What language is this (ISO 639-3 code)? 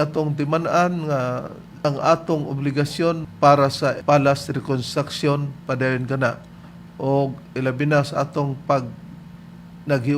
ceb